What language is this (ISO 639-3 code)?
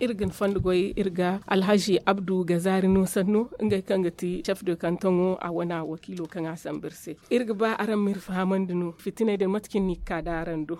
dje